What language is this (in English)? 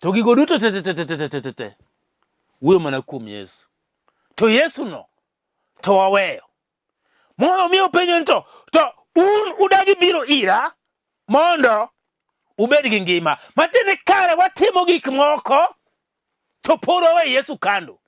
Luo (Kenya and Tanzania)